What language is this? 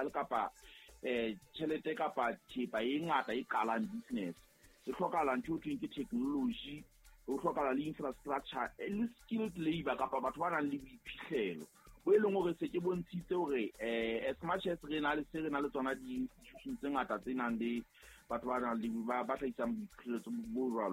Southern Sotho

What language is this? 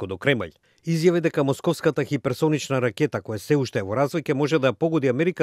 Macedonian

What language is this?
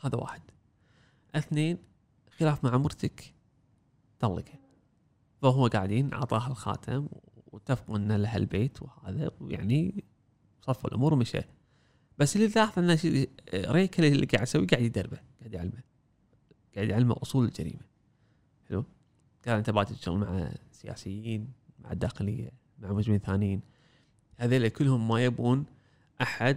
Gulf Arabic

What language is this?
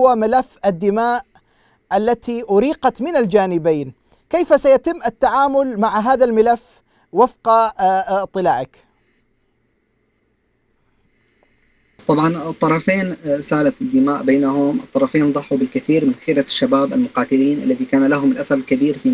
Arabic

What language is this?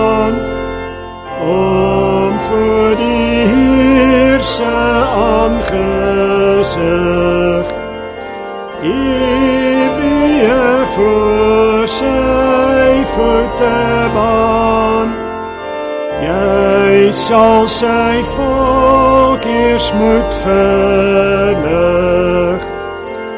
Afrikaans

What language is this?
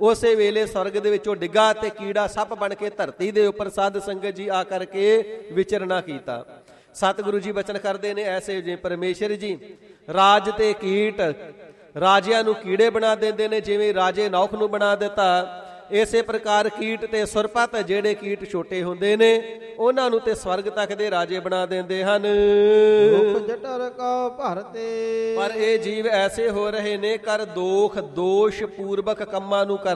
Punjabi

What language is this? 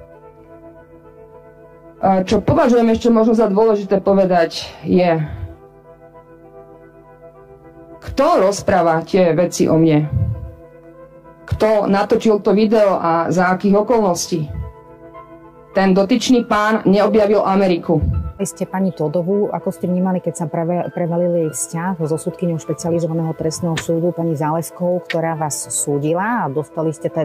Slovak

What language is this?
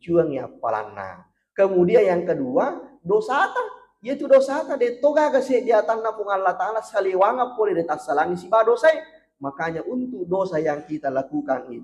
Buginese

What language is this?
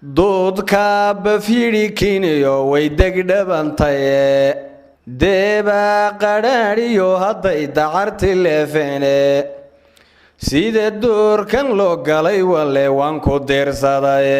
Somali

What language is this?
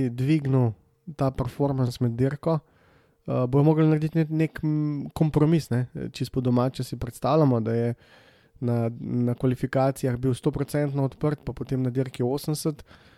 Slovenian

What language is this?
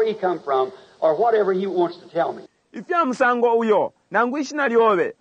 Bemba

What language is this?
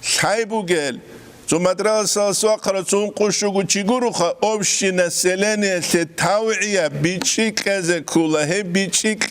Avaric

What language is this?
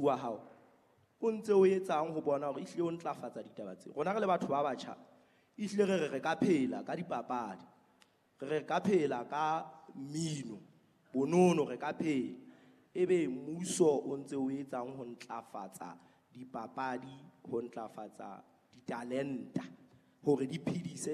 Southern Sotho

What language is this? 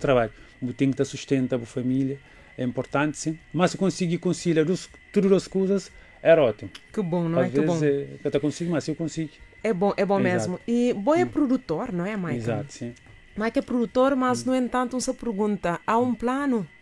Kabuverdianu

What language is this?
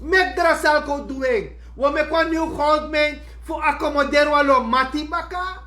Sranan Tongo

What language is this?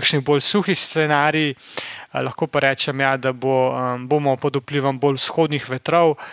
Slovenian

